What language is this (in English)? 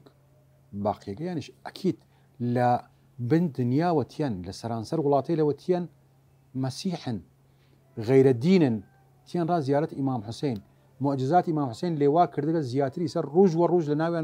Southern Kurdish